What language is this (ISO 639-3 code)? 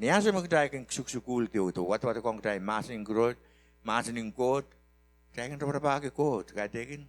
pon